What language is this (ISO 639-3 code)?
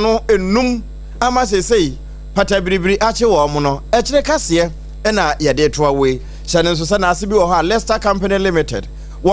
aka